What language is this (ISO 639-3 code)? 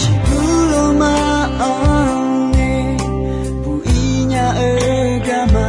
ahk